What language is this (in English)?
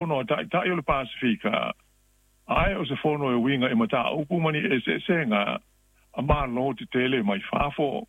Samoan